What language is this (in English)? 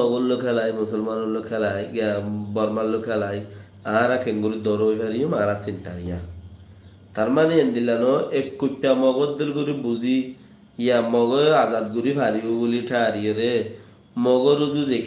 Rohingya